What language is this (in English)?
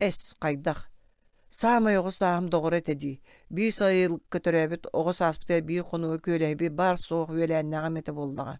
Yakut